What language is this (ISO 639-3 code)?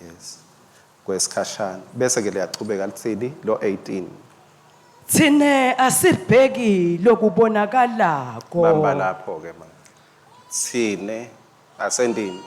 ssw